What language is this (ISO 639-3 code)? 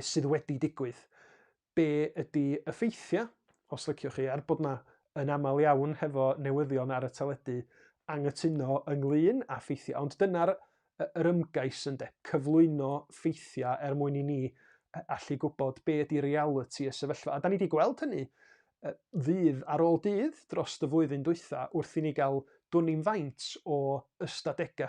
cym